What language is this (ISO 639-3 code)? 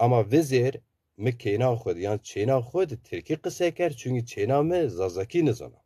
zza